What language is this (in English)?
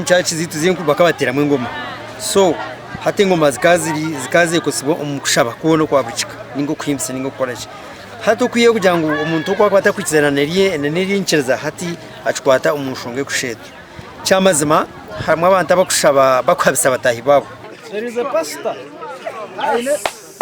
Nyankole